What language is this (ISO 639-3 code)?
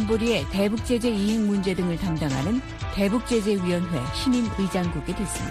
kor